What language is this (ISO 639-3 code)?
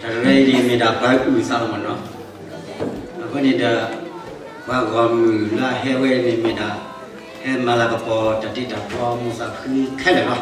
ksw